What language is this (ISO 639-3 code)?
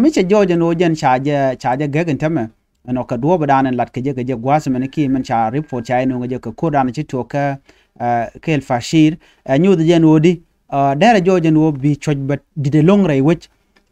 nus